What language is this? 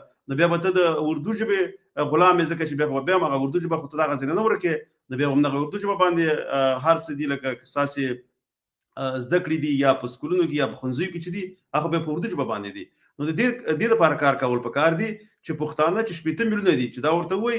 Pashto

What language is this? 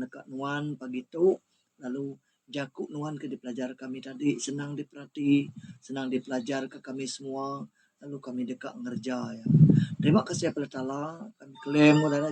Iban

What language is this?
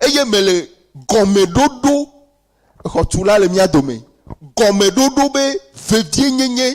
Ewe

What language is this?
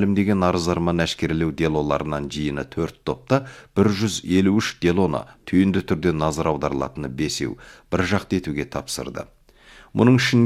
Kazakh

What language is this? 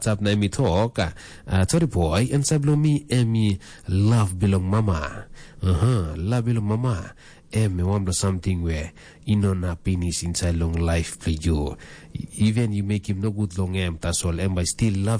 Tok Pisin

